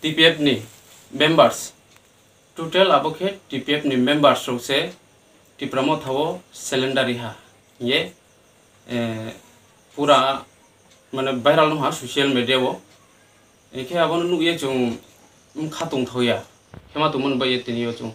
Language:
Riang (India)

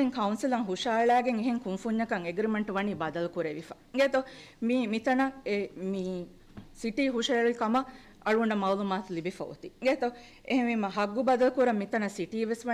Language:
Divehi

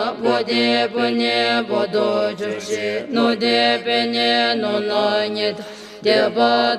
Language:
Classical Tibetan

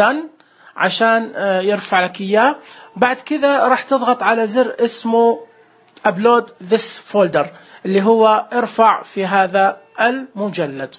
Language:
Najdi Arabic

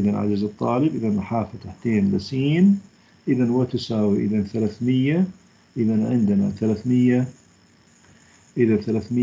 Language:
Arabic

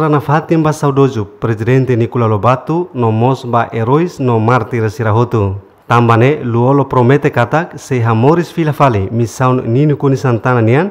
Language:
Tetum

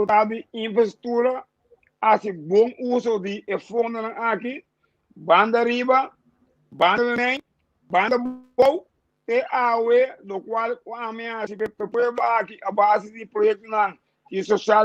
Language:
Papiamento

